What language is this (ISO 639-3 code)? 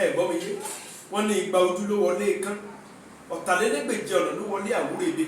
yor